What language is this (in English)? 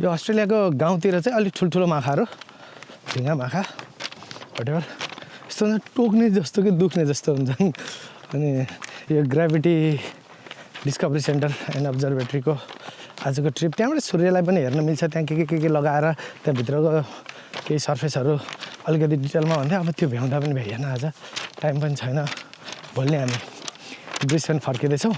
Nepali